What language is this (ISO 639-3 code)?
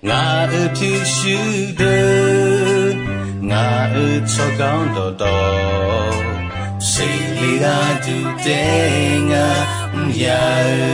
ahk